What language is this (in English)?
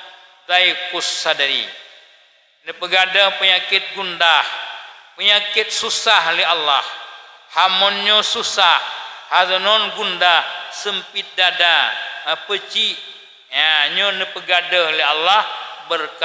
Achinese